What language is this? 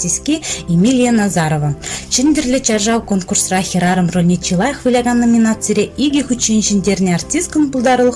Chuvash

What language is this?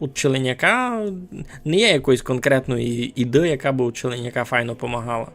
Rusyn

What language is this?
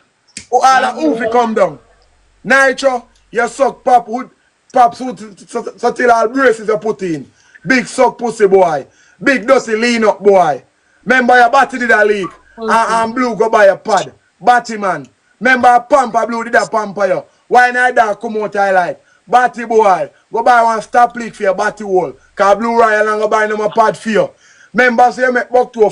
Jamaican Creole English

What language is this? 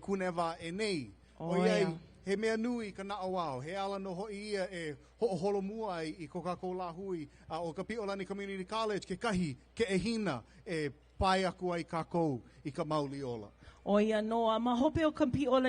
Hawaiian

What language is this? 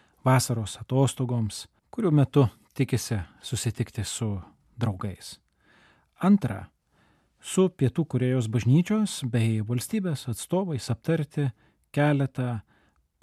Lithuanian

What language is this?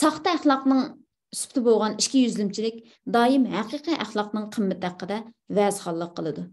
Uyghur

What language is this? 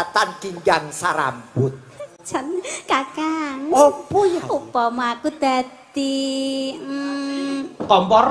Javanese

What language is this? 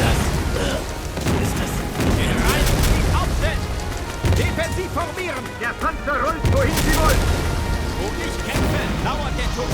Bavarian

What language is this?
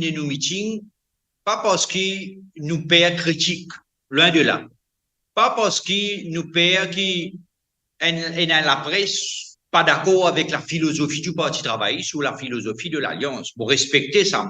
Morisyen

